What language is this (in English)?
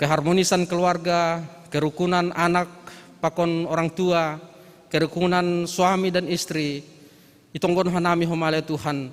Batak Simalungun